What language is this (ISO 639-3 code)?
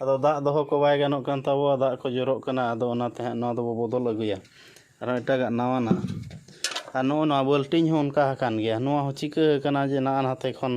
sat